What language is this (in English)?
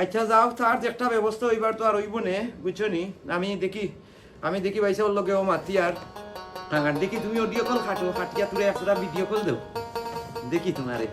Sylheti